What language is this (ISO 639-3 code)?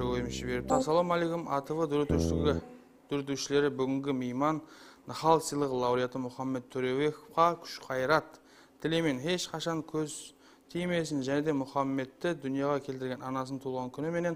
kaa